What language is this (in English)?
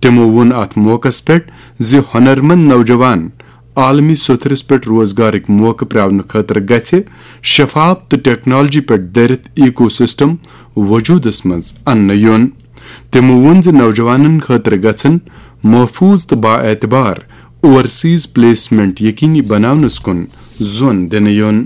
Kashmiri